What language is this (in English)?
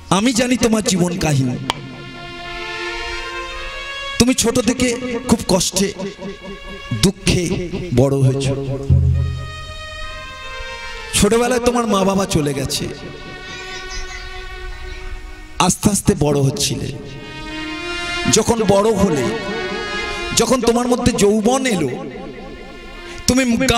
Bangla